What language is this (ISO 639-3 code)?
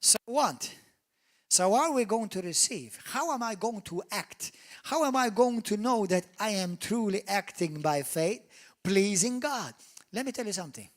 eng